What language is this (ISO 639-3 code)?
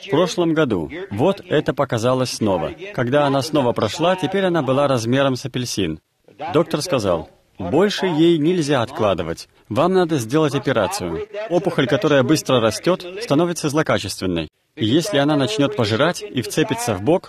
rus